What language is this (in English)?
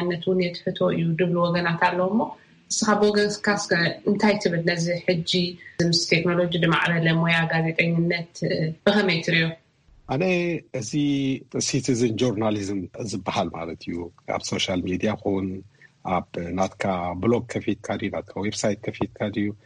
Tigrinya